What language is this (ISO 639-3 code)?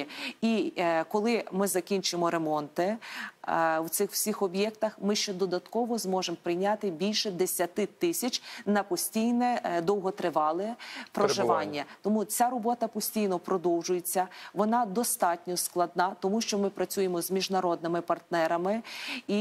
ukr